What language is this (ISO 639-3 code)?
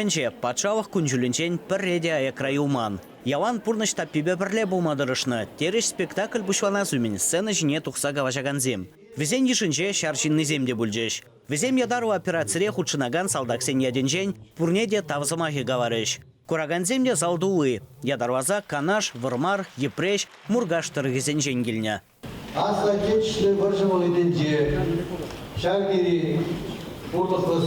chv